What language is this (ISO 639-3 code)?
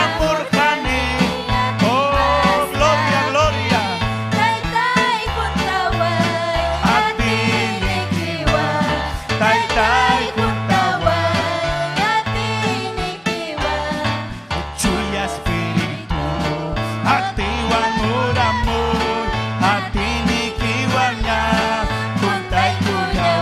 quy